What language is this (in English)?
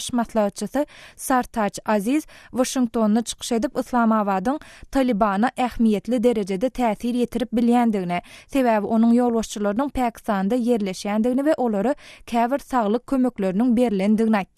Turkmen